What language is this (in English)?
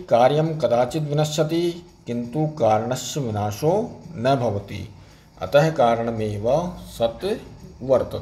Sanskrit